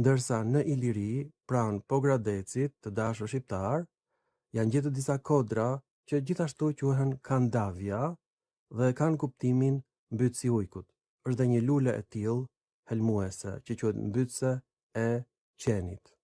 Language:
Albanian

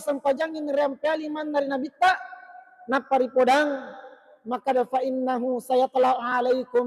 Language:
Buginese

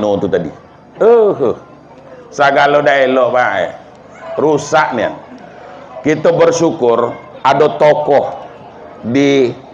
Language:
Minangkabau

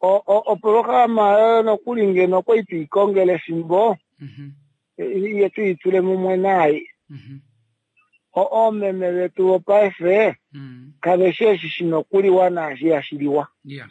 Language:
Kuanyama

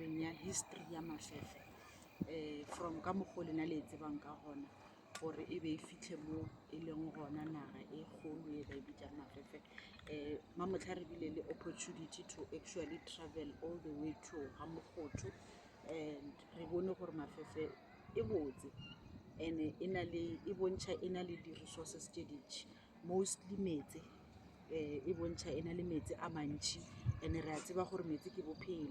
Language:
Northern Sotho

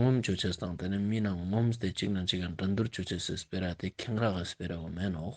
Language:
Ladakhi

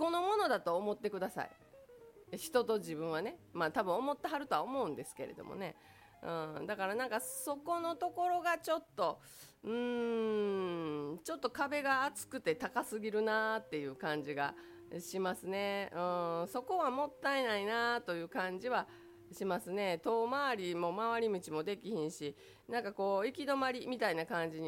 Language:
Japanese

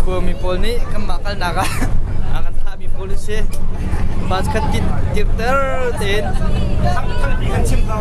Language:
Hakha Chin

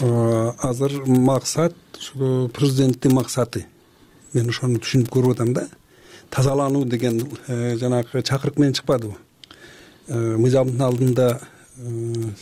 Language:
Kyrgyz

